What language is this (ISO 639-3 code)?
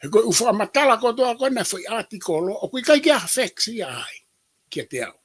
ton